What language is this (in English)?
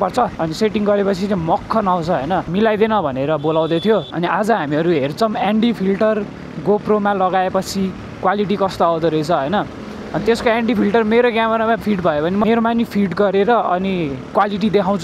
Nepali